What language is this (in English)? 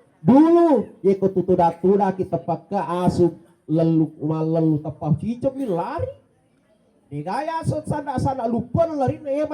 Buginese